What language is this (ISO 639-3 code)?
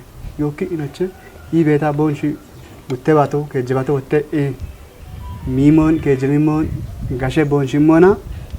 kbr